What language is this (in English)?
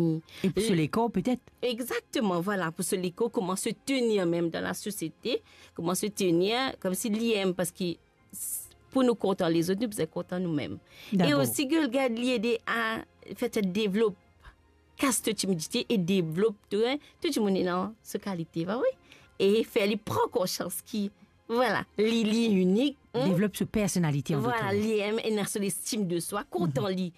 Morisyen